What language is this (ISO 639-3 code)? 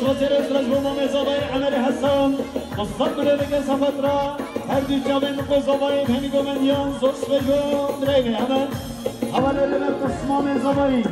kur